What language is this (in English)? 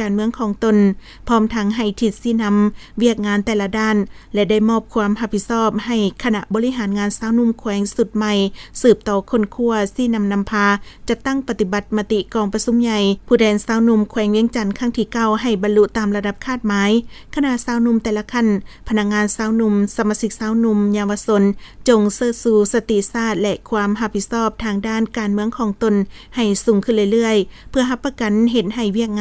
Lao